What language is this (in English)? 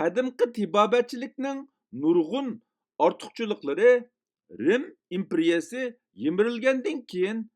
Uyghur